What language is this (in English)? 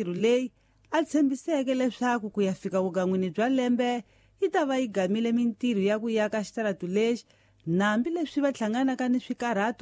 Tsonga